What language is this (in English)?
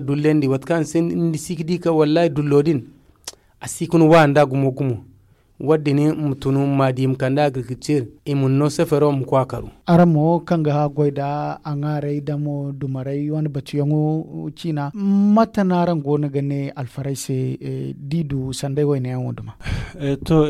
Zarma